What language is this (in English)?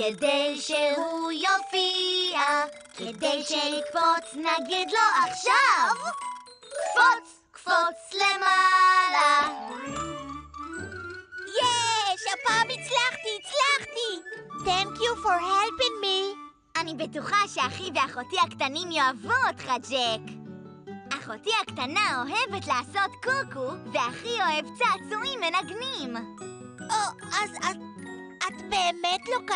Hebrew